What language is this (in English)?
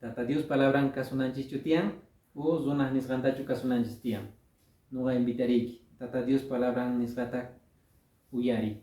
Quechua